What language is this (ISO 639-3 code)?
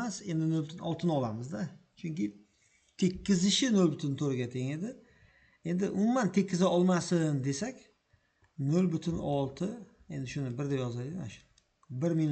uzb